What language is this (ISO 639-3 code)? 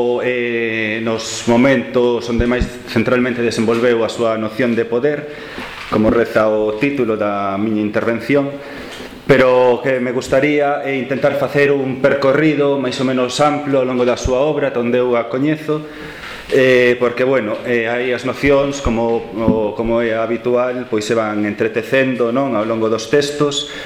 glg